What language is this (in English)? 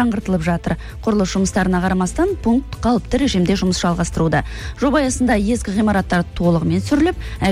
Kazakh